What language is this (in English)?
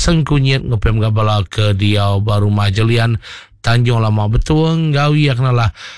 Iban